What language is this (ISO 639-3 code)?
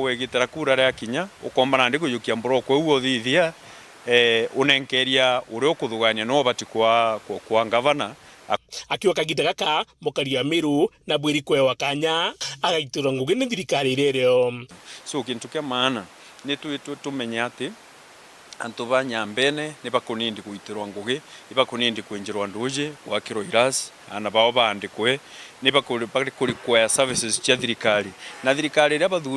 mer